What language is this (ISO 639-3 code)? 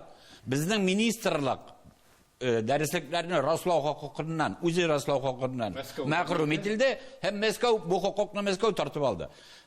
tat